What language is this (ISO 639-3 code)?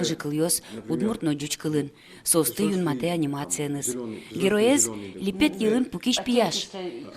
udm